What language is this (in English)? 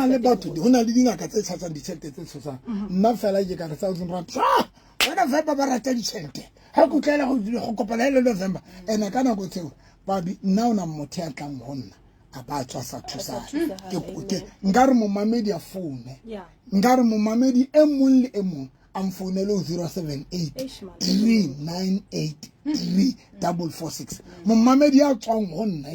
Southern Sotho